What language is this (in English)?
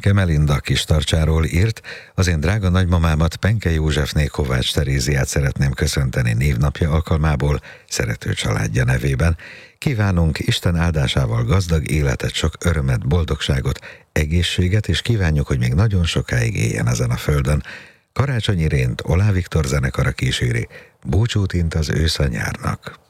Hungarian